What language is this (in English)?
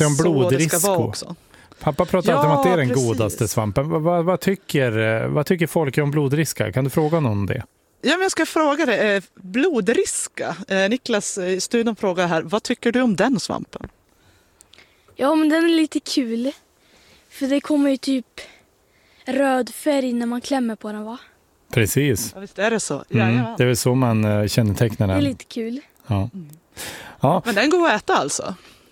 Swedish